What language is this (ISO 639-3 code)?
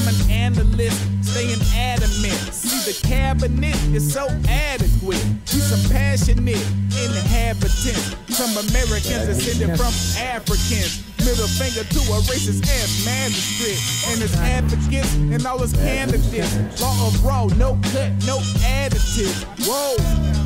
eng